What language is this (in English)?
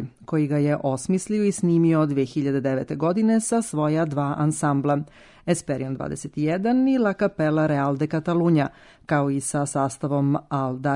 Serbian